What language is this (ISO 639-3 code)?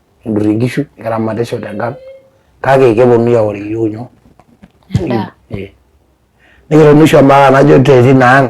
mas